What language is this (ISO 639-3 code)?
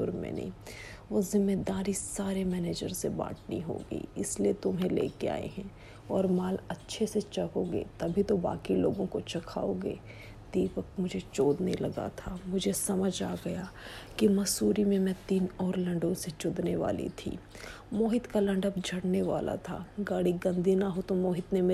hin